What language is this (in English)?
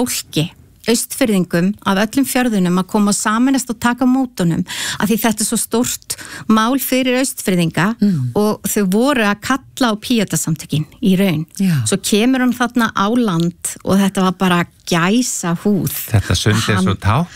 Icelandic